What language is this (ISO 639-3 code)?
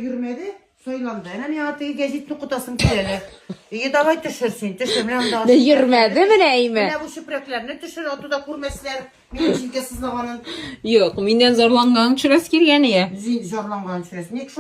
tat